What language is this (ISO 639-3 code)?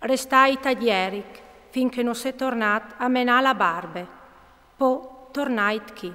fur